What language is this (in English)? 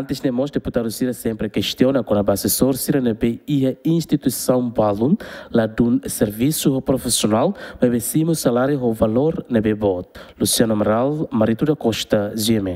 Tetum